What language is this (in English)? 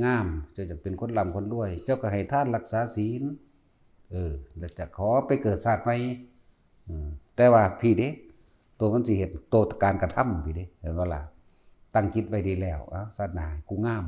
Northeastern Thai